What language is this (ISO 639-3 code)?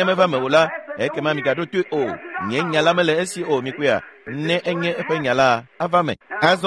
ewe